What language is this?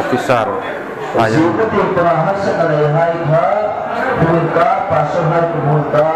Hmar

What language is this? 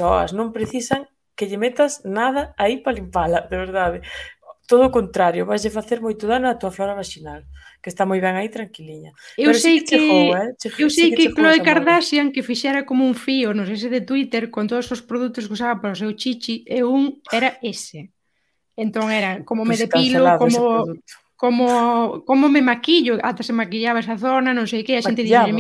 Galician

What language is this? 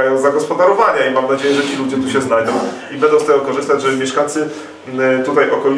Polish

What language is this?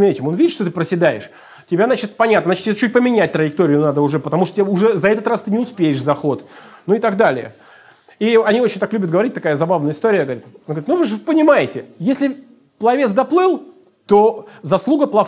Russian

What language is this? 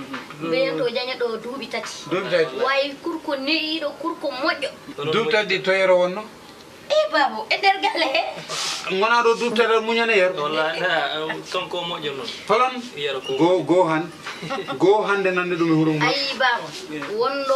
Fula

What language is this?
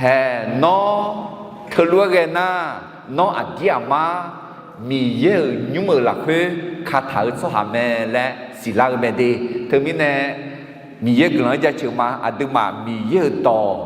Akha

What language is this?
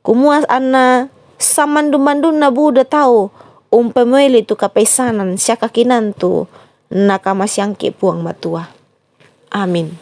Toraja-Sa'dan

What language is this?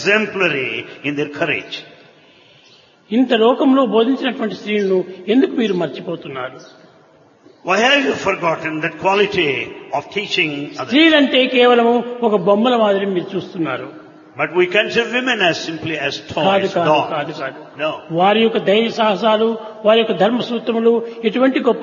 Telugu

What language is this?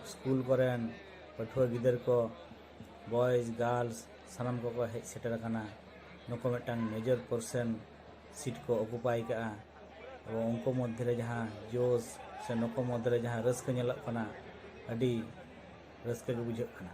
Santali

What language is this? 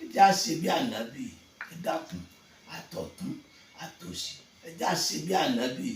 Yoruba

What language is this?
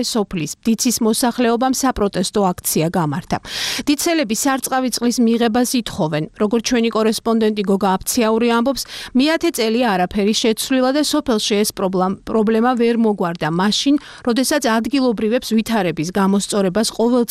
Georgian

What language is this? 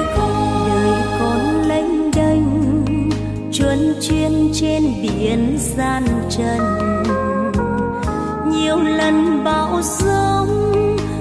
Vietnamese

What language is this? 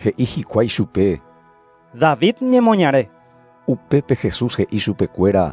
Guarani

